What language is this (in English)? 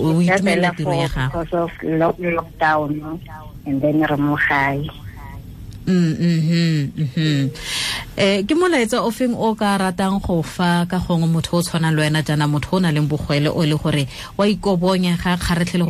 Tswana